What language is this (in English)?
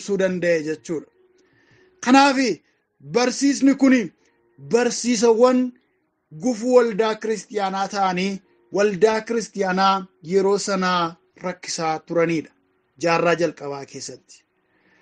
Oromo